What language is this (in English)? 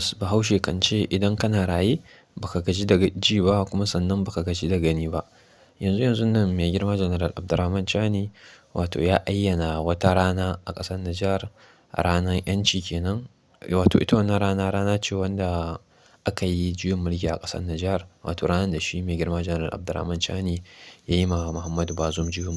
Hausa